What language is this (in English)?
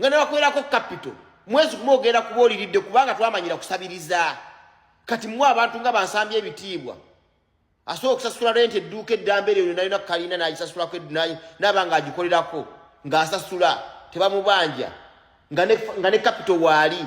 Ganda